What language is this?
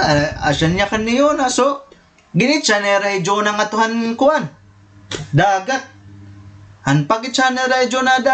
Waray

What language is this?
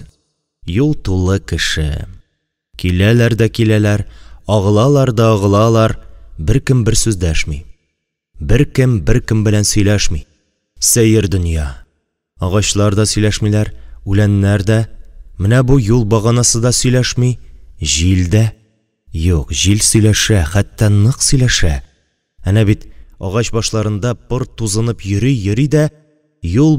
Tatar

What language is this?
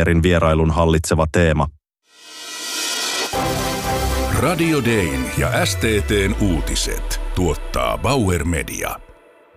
Finnish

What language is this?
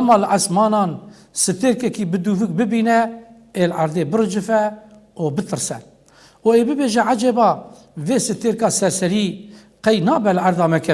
Kurdish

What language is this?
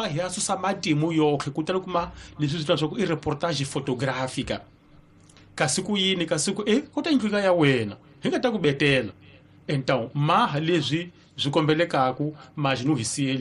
Tsonga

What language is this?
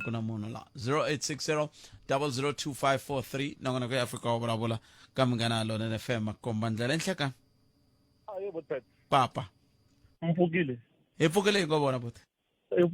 Tsonga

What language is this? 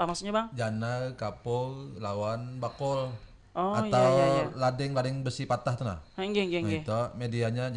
Banjar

